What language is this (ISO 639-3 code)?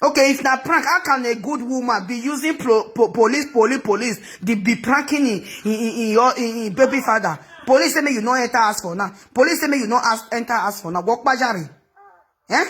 pcm